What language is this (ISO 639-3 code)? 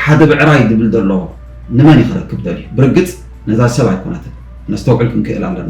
tir